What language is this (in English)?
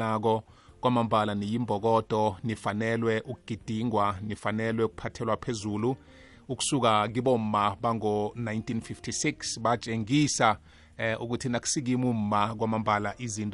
South Ndebele